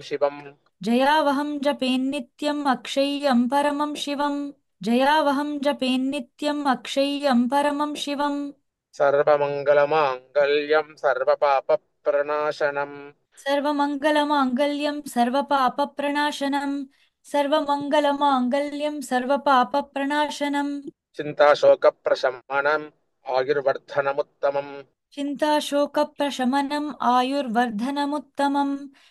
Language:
Sanskrit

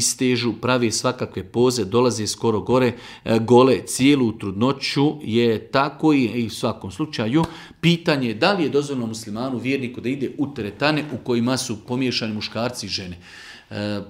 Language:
Bosnian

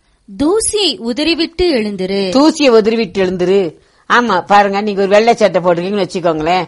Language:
Tamil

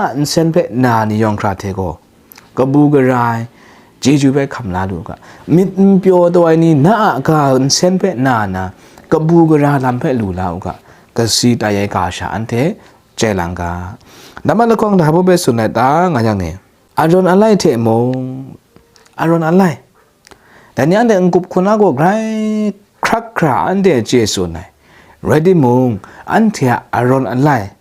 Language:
Kachin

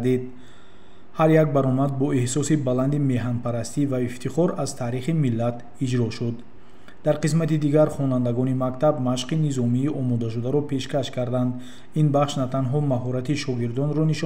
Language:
Tajik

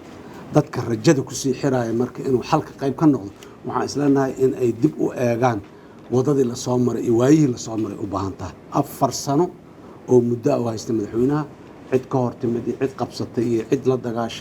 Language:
Somali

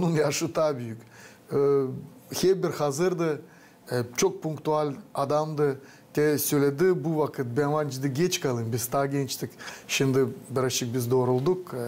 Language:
Gagauz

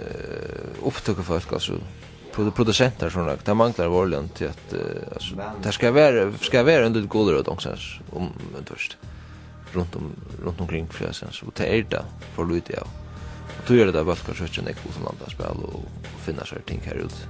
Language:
Faroese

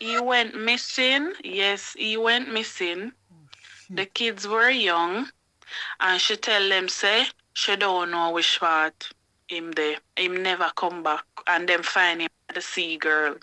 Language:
Jamaican Creole English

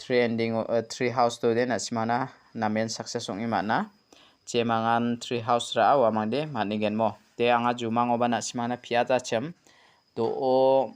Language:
Garo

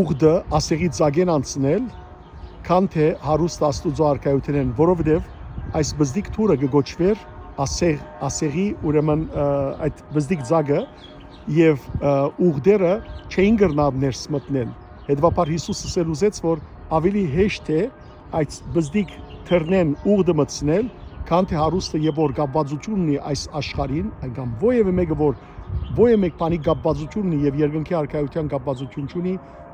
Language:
Western Armenian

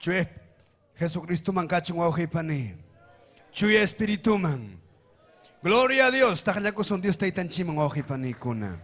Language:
Ayacucho Quechua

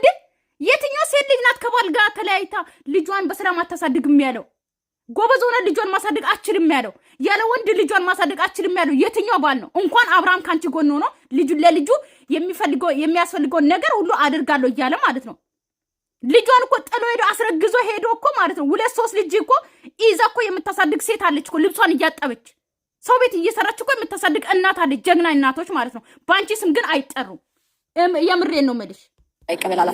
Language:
Amharic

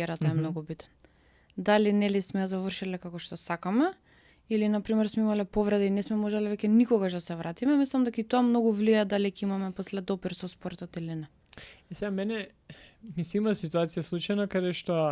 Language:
Macedonian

